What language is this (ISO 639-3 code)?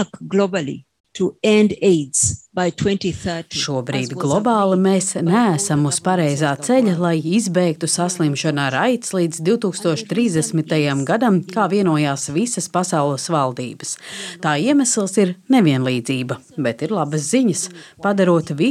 lav